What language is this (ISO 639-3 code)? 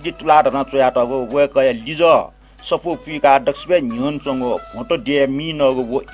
new